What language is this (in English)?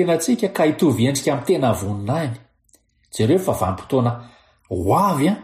Malagasy